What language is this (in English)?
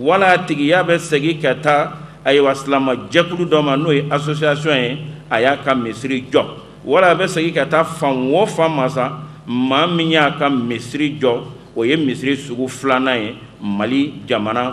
Bambara